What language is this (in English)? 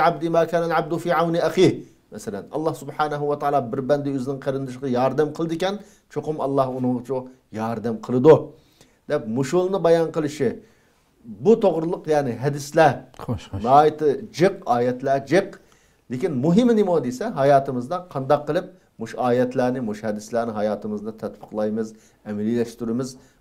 Uyghur